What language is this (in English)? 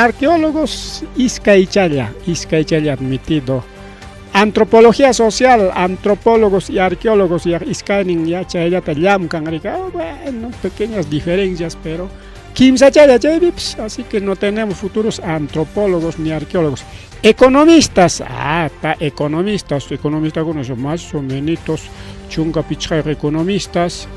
Ayacucho Quechua